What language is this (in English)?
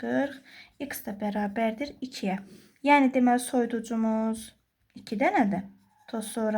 Azerbaijani